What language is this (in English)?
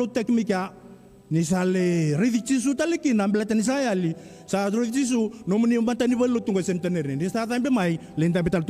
Fijian